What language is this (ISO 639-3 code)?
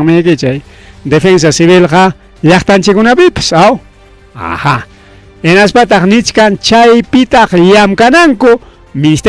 quy